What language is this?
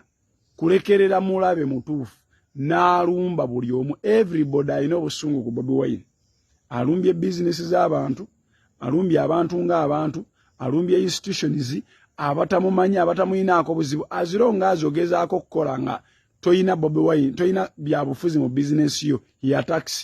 Ganda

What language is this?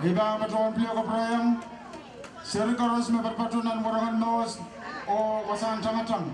Pohnpeian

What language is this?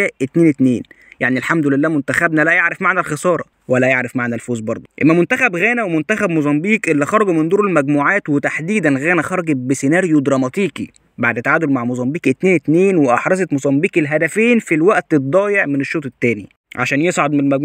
Egyptian Arabic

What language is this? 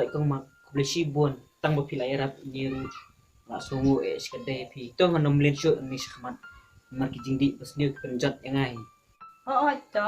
Khasi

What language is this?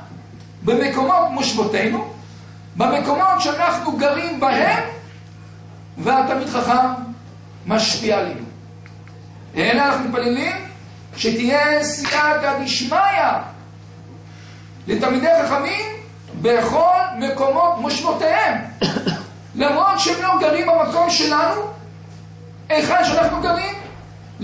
Hebrew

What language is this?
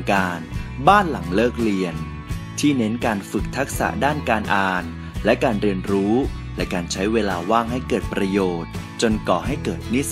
Thai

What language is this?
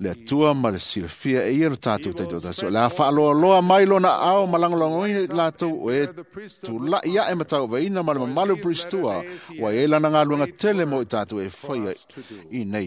Samoan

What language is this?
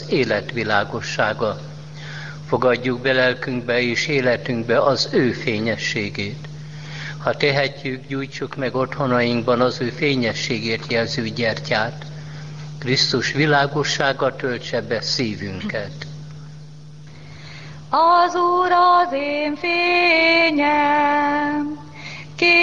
Hungarian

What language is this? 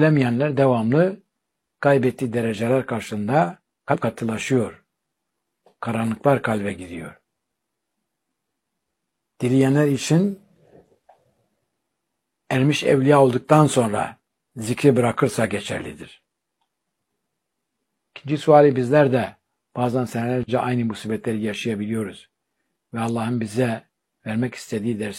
Turkish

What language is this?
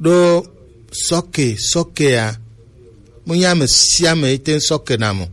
Gen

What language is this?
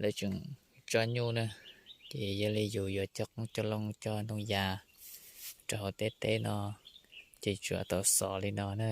Hmong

